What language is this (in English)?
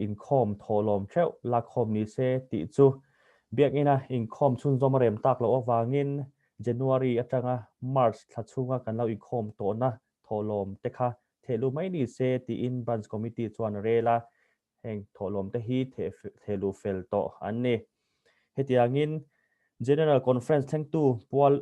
Mizo